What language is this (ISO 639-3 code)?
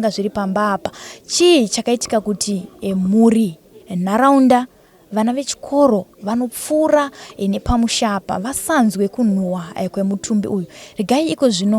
sna